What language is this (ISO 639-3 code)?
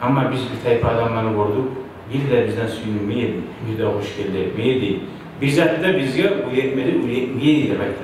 kum